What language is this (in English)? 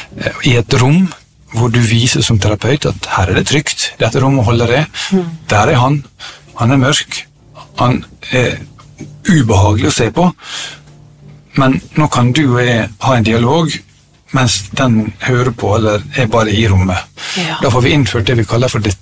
Norwegian